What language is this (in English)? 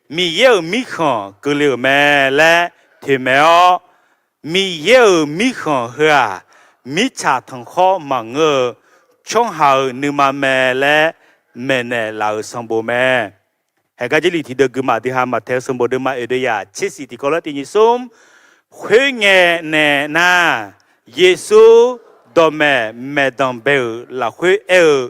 Akha